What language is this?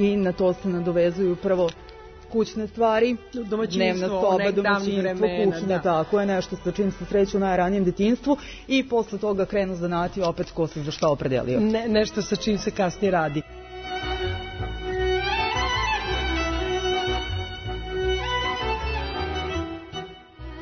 Serbian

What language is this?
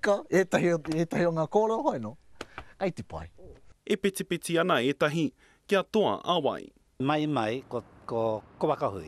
Māori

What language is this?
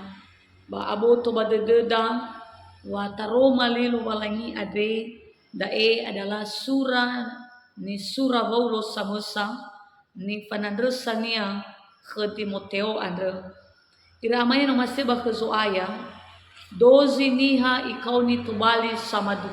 Nias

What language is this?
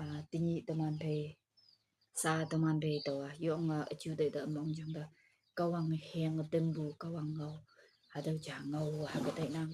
Konyak Naga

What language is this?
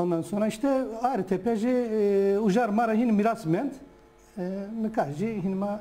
Zaza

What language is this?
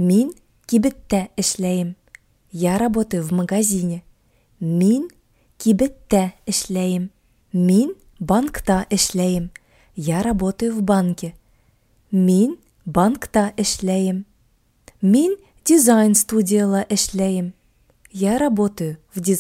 Tatar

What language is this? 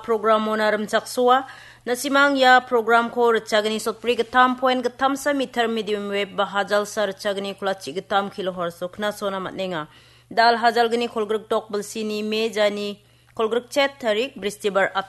Garo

